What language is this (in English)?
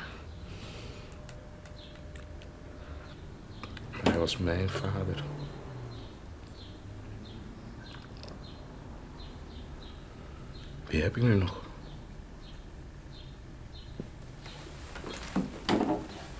Dutch